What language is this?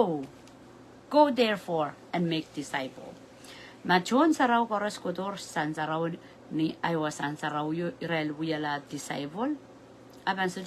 Pohnpeian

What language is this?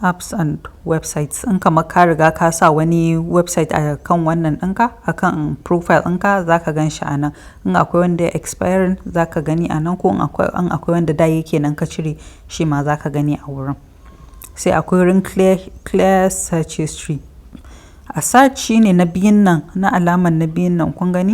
Hausa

